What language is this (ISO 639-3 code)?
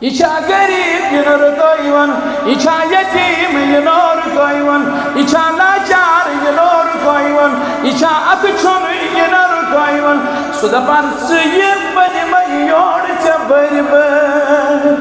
kas